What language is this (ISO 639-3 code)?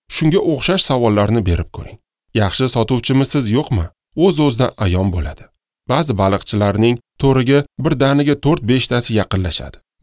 uzb